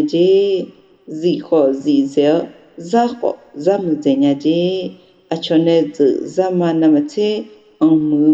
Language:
Akha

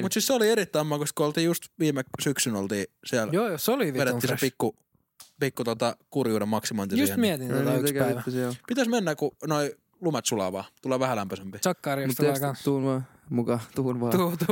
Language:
Finnish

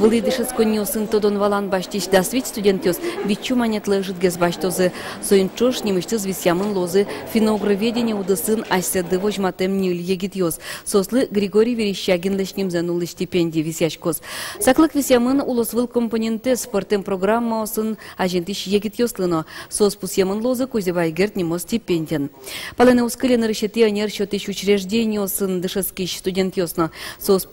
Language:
Udmurt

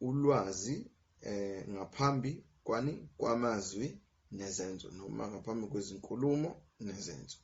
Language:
Zulu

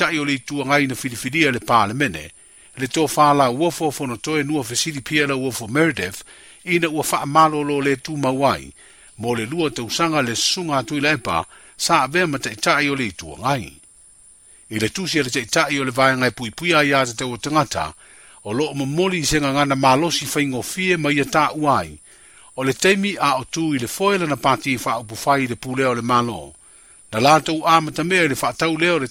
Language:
Samoan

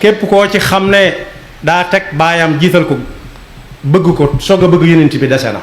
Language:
Wolof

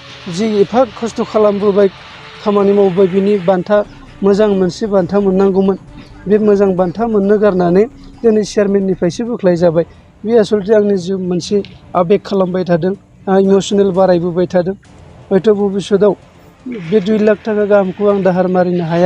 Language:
Bodo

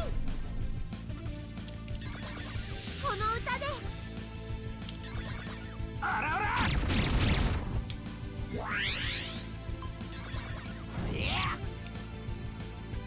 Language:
Japanese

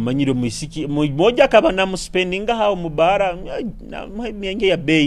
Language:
Nyoro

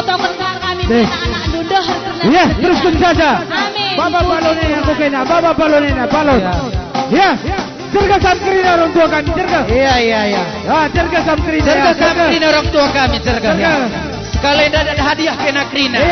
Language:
Batak Karo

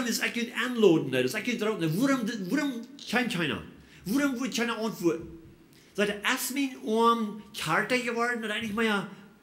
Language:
Plautdietsch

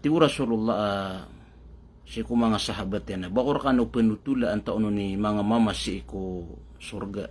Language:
Maranao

